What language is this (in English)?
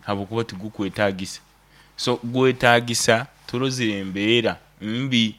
Nyankole